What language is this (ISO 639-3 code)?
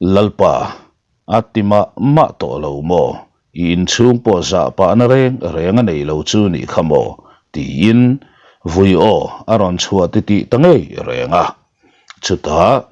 lus